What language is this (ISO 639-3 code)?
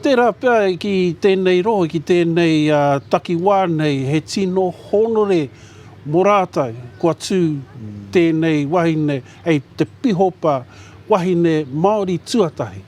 mri